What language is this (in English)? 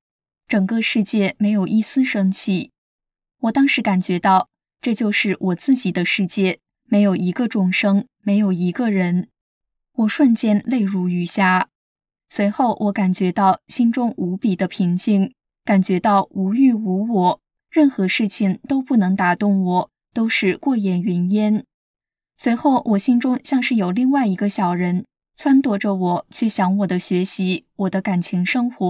Chinese